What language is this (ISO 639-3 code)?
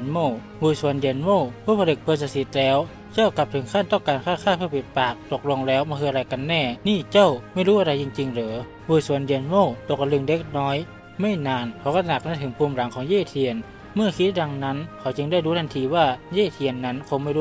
tha